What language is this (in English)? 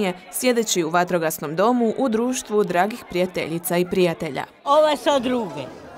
Croatian